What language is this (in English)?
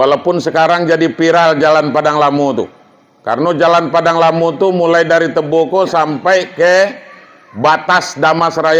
Minangkabau